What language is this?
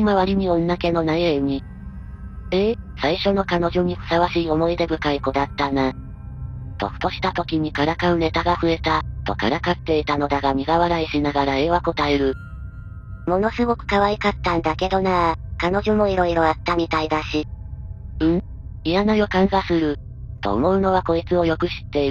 Japanese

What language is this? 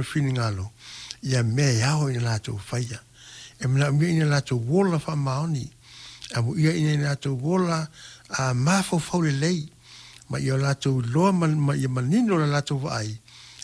Samoan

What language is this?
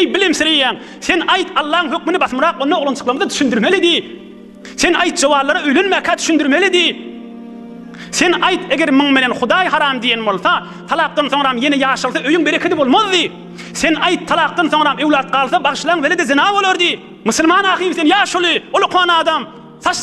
Turkmen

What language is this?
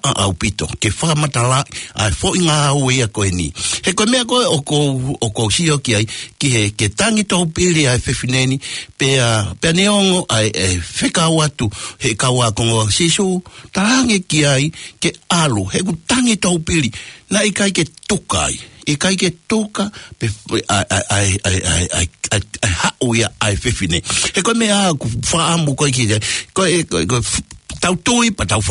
Tongan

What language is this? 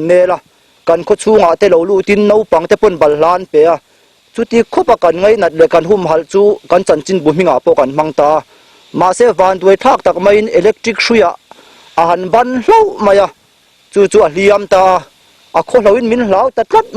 Mizo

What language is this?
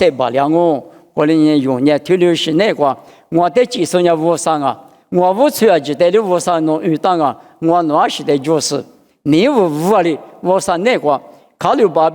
Lisu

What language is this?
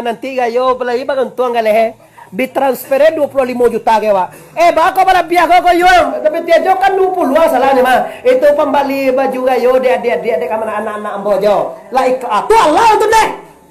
Minangkabau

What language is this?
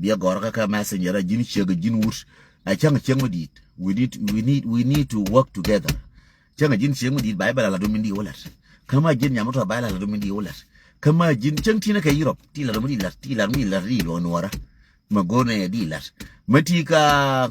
Nuer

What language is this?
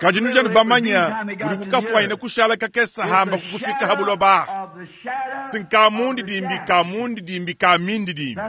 Luba-Lulua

